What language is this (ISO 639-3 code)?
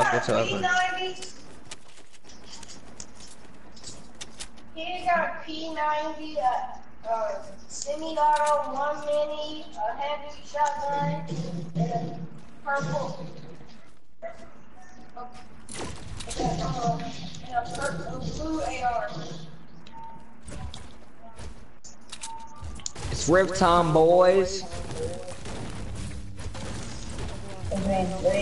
eng